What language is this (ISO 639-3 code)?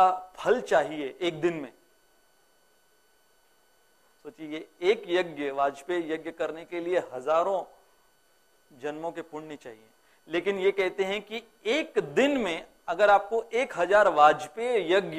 hin